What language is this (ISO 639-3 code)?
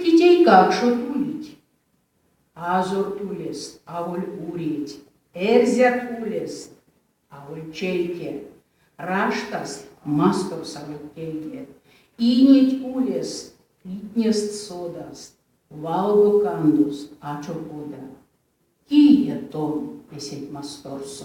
myv